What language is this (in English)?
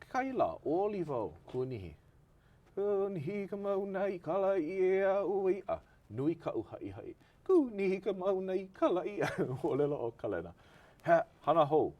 Hawaiian